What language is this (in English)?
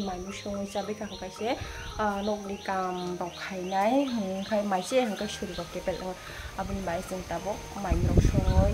Kok Borok